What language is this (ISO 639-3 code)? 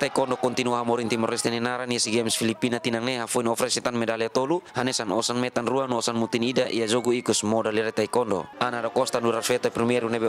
tet